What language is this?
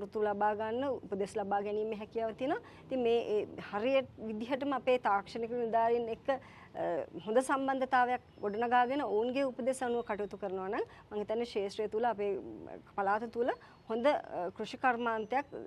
Sinhala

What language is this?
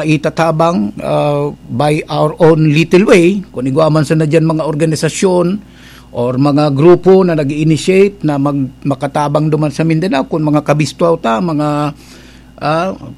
Bikol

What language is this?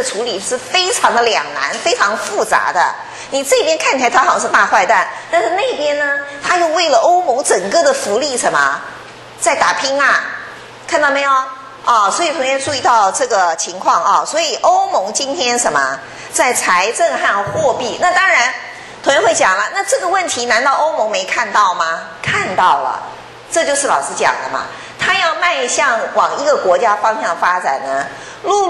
Chinese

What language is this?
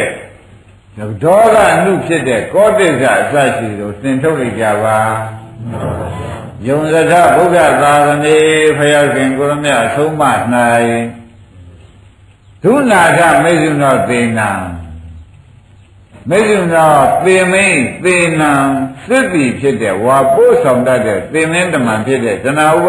Burmese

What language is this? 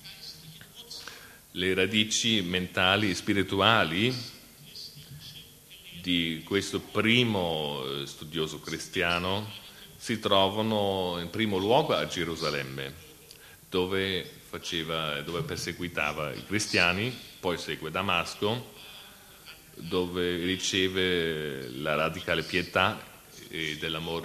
Italian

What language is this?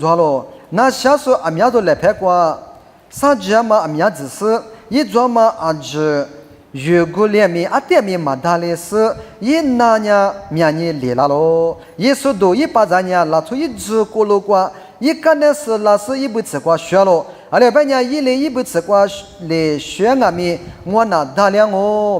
Lisu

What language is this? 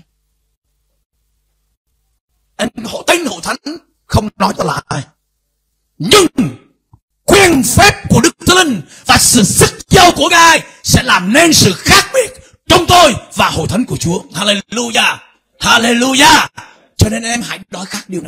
Vietnamese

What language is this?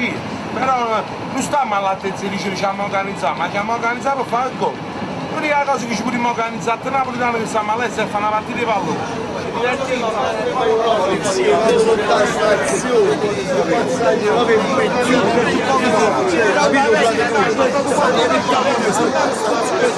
Italian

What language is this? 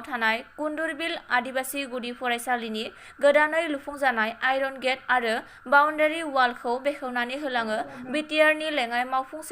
Bodo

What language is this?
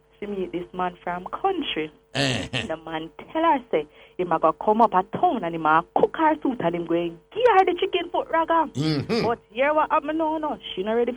Jamaican Creole English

